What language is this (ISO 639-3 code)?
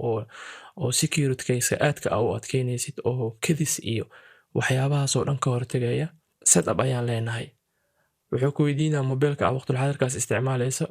som